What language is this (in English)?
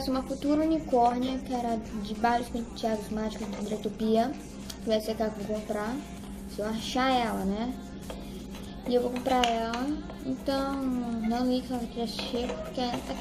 Portuguese